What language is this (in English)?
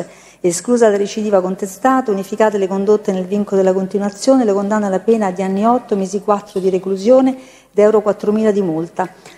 Italian